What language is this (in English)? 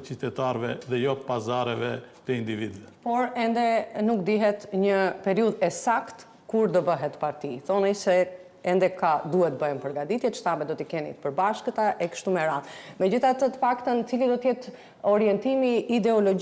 Albanian